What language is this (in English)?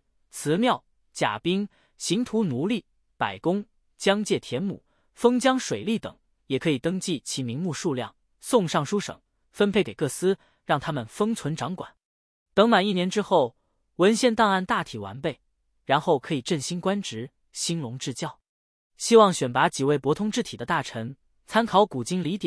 Chinese